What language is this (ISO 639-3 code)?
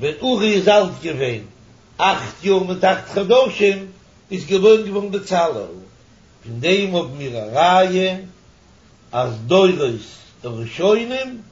yid